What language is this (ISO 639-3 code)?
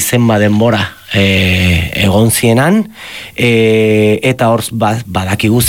eus